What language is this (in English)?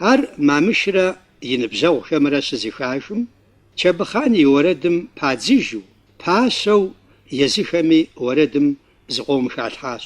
Kabardian